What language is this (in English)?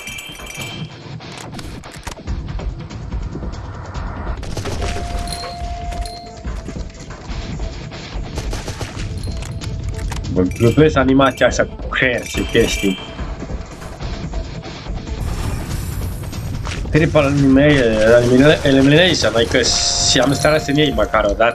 Romanian